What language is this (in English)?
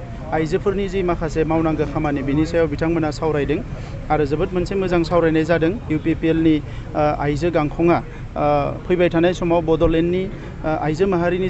Bodo